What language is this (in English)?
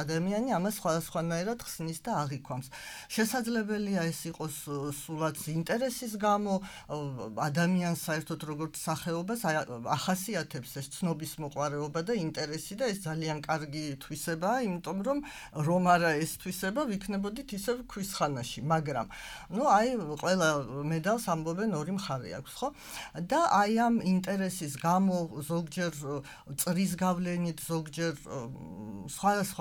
Georgian